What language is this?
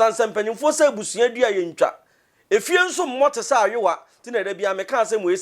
Akan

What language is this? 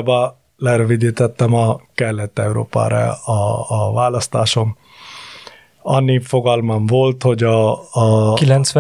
Hungarian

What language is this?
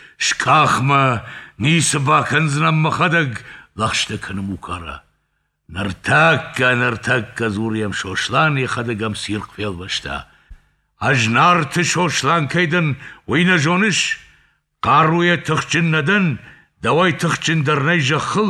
Ossetic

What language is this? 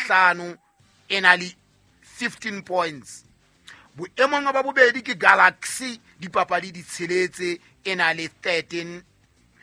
Southern Sotho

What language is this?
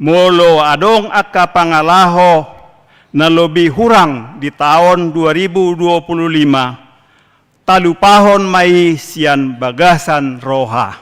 Batak Toba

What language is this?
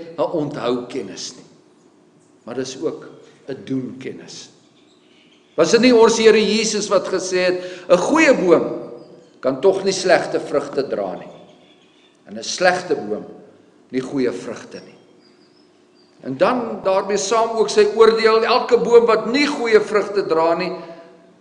Afrikaans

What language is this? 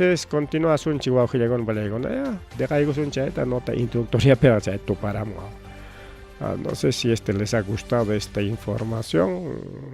Ayacucho Quechua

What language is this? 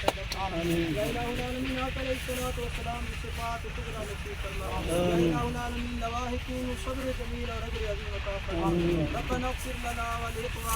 Saraiki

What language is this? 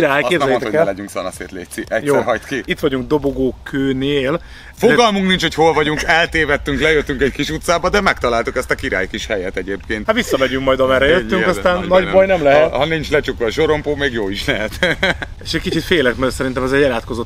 Hungarian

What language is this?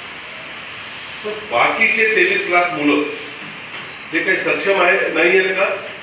Marathi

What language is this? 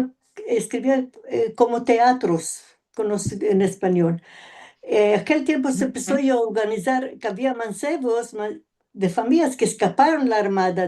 Ladino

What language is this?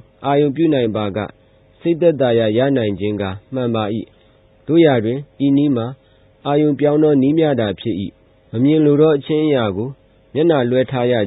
Burmese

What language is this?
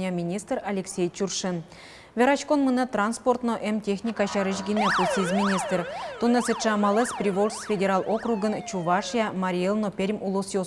Udmurt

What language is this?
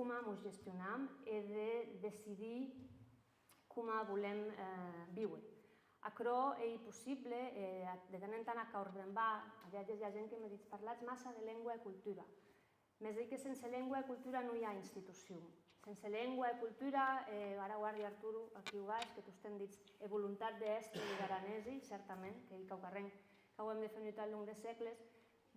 Occitan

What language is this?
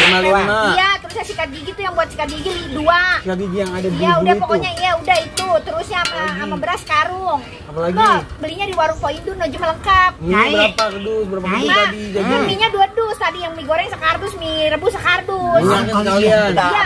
Betawi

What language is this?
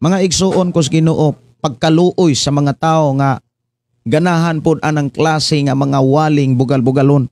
Cebuano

